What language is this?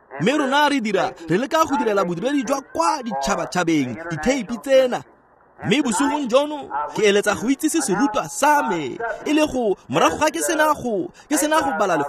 Tswana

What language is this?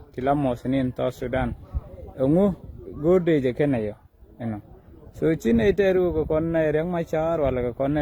Nuer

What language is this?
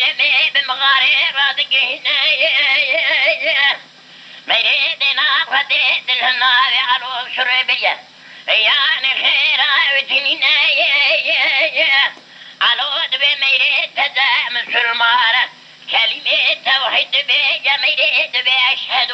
Kurdish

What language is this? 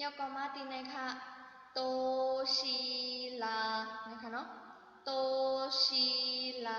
Shan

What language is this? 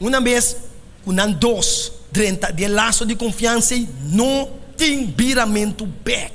Papiamento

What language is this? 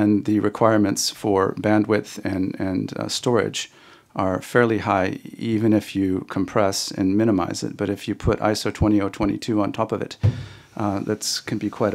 English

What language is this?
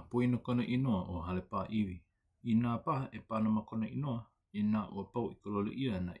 Hawaiian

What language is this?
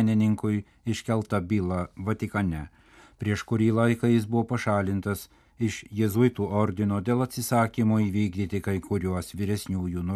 Lithuanian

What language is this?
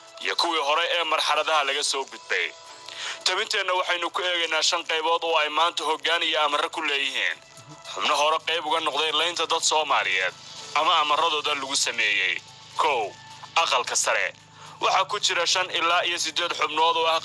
Somali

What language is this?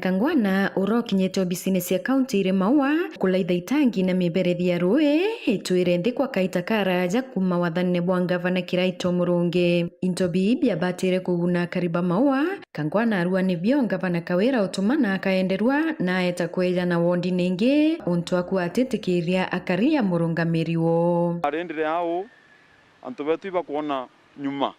Meru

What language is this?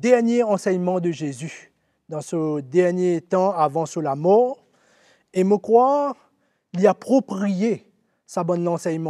Morisyen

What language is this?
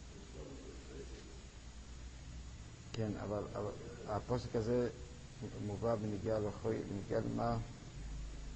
Hebrew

